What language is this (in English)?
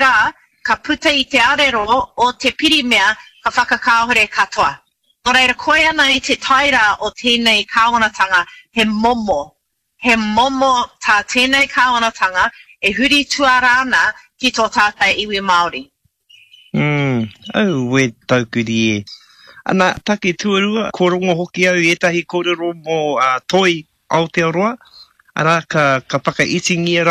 Māori